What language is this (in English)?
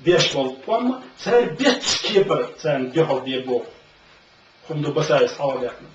Chechen